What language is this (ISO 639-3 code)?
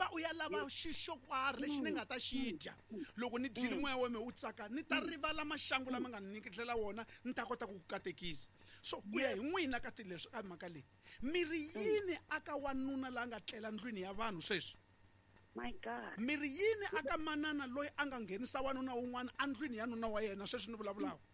tso